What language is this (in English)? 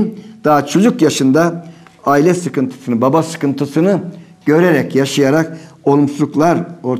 Turkish